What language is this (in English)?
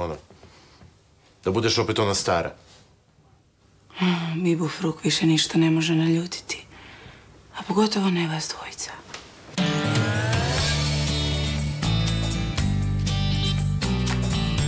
Croatian